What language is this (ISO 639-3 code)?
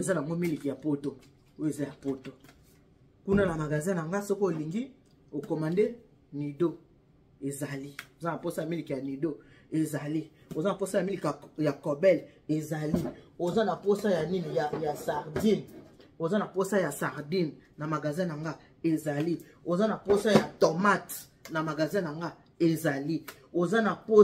lin